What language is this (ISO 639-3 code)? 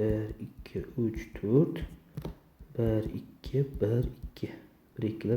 uzb